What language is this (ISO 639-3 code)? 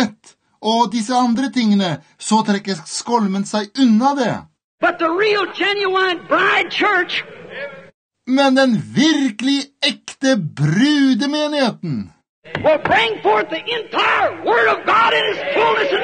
nor